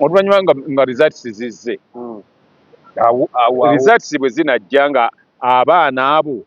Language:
Ganda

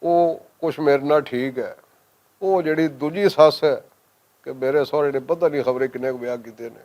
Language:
Western Panjabi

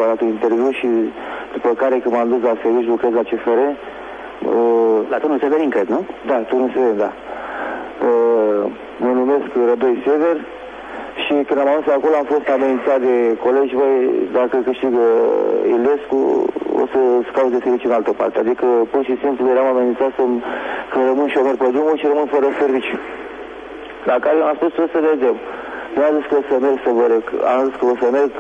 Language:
Romanian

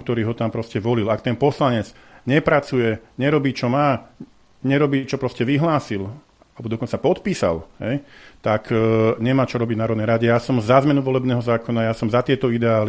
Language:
Slovak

